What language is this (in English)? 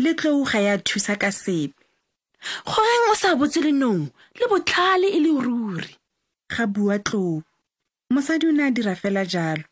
Tswana